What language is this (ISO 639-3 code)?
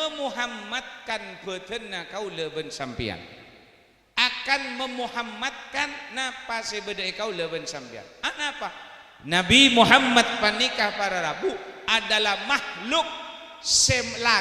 mad